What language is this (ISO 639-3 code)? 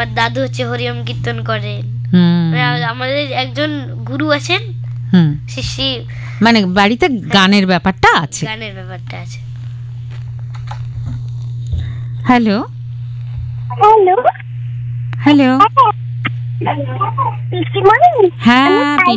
ben